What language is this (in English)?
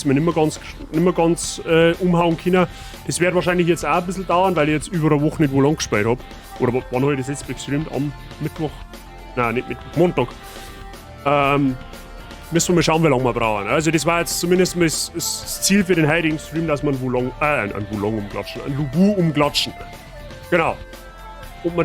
Bavarian